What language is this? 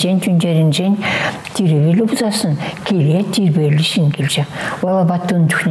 Chuvash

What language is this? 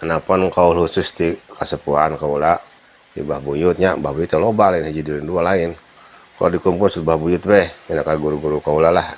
Sundanese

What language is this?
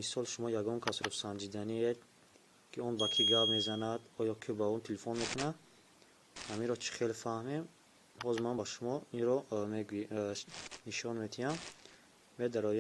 Tajik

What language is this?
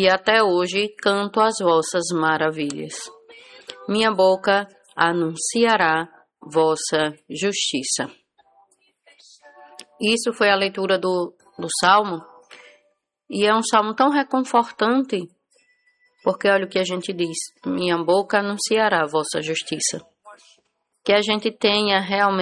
Portuguese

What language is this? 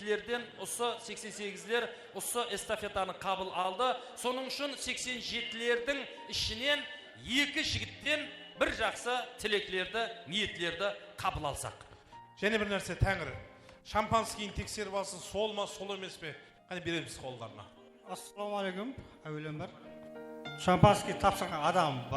Kara-Kalpak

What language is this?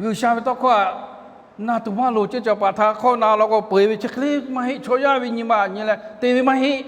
Lahu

